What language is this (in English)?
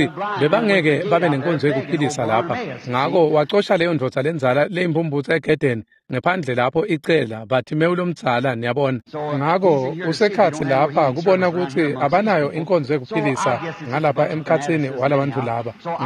Swati